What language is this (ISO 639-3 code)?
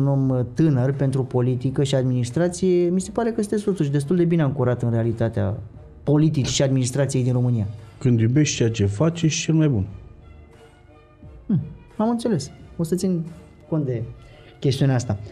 ron